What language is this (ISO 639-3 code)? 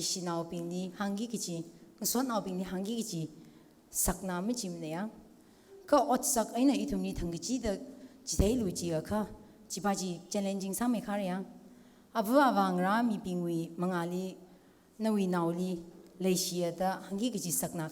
nmf